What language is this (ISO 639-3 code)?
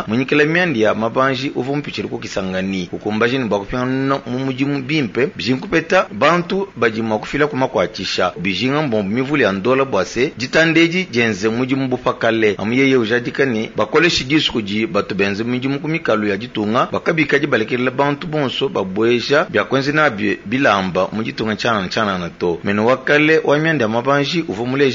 lua